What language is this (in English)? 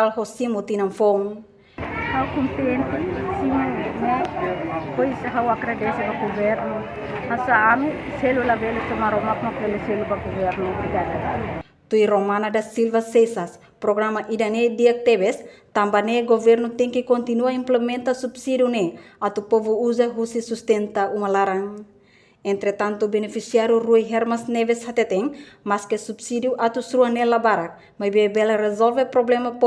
Tetum